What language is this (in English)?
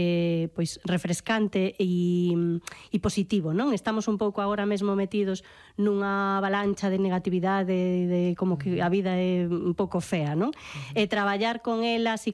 Galician